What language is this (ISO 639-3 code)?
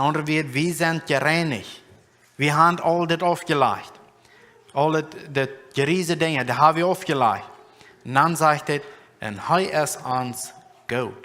pdt